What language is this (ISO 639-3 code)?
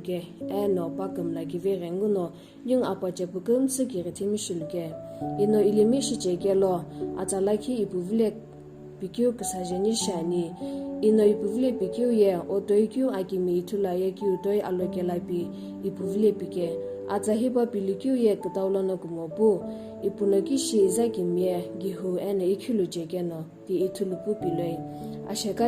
nsm